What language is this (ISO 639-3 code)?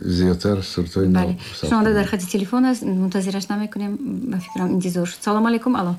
tgk